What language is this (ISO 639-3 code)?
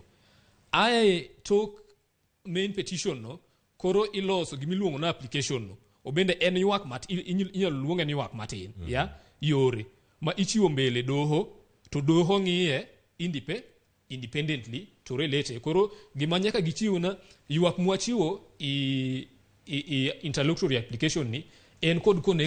luo